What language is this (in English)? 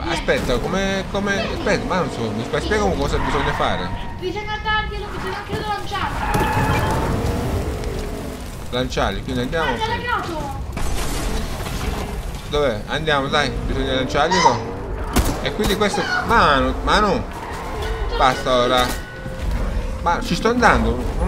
Italian